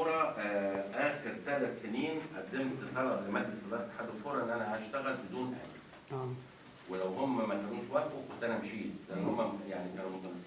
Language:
Egyptian Arabic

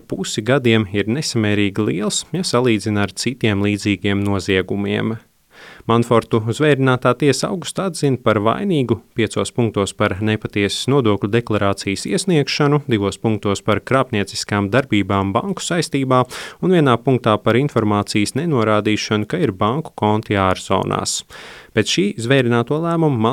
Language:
Latvian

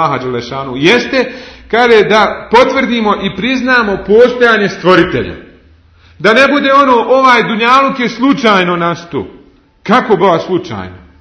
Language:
Bosnian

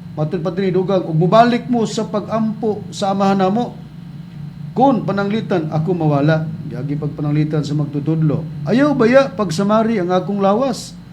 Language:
Cebuano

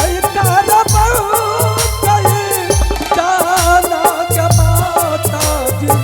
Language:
Angika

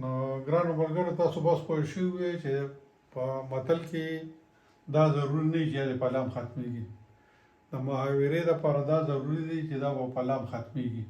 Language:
Pashto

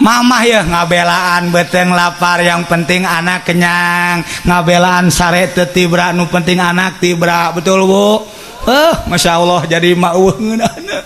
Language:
Sundanese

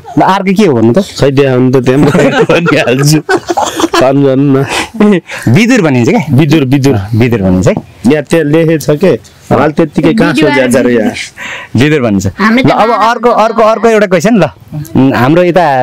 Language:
Nepali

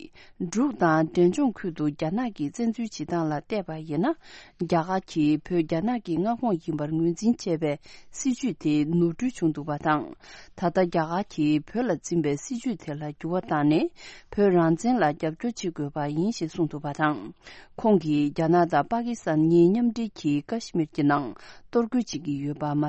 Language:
Tibetan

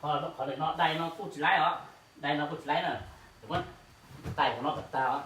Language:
Hmong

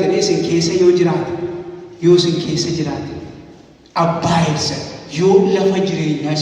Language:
Oromo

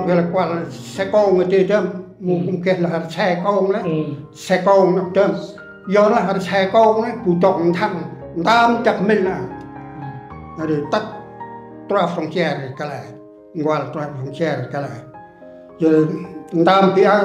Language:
Central Mnong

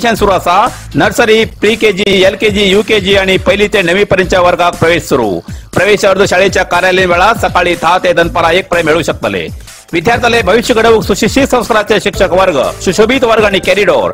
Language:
Konkani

